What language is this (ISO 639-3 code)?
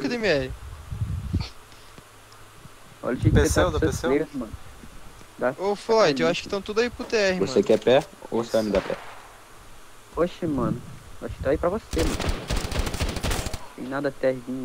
por